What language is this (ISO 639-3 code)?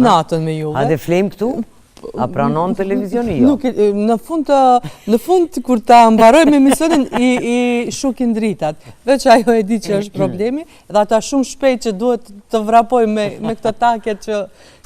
sqi